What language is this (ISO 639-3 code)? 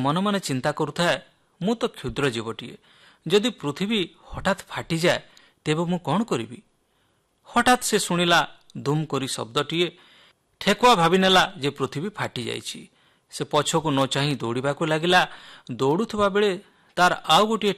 ori